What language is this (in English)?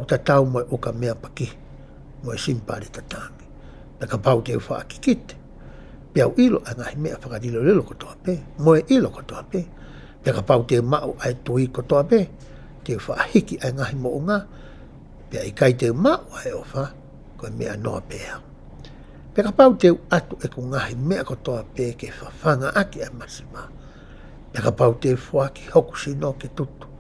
Tongan